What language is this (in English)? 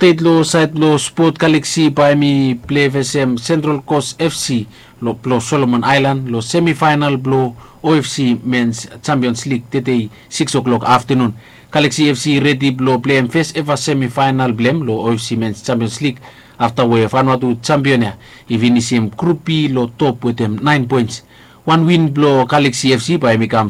Bislama